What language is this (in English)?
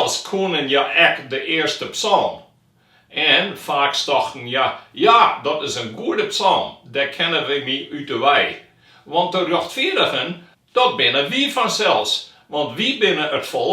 Western Frisian